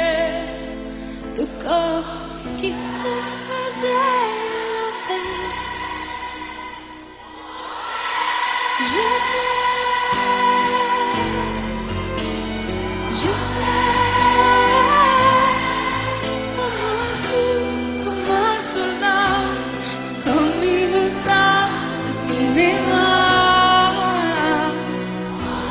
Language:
Serbian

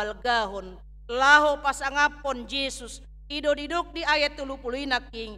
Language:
Batak Toba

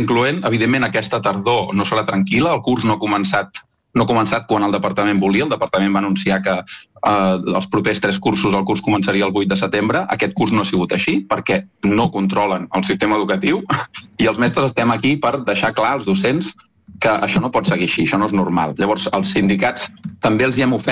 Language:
Catalan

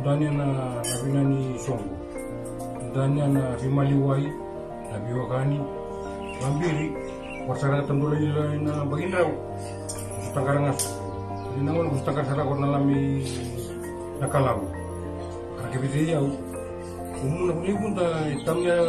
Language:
Fijian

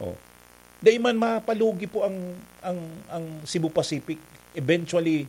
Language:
Bikol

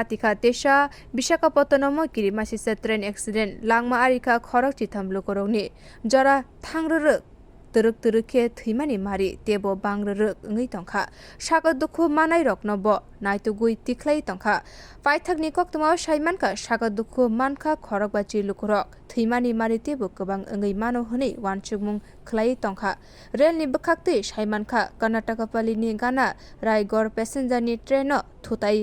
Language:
Kok Borok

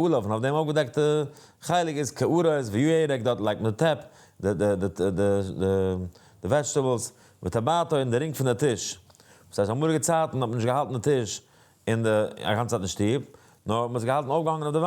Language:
Yiddish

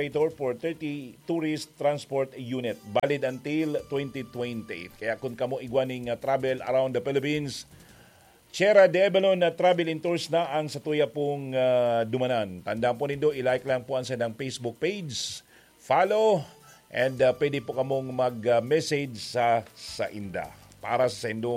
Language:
Bikol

